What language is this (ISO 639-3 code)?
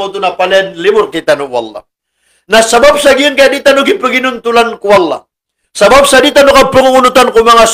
mrw